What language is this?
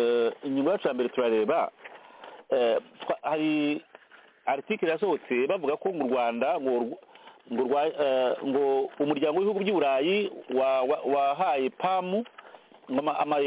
Kinyarwanda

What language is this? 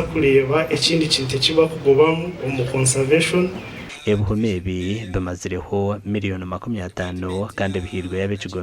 Nyankole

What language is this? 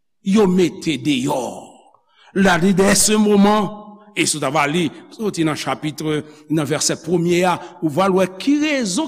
Haitian Creole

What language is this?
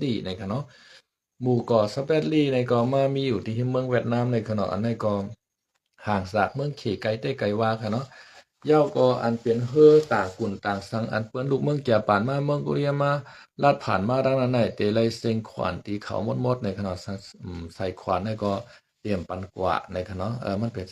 Shan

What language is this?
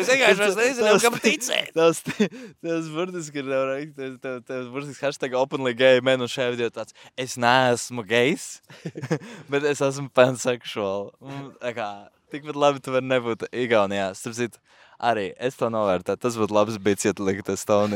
Latvian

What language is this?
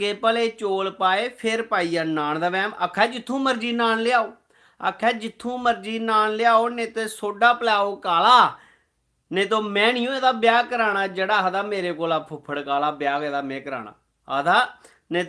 Dogri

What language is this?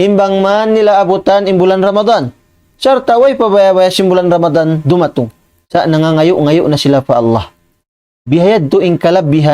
Tausug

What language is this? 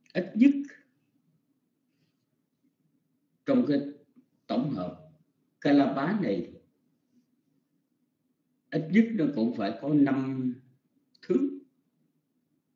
Vietnamese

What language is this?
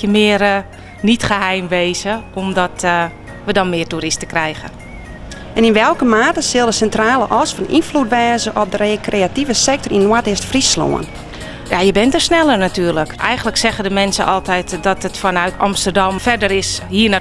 Western Frisian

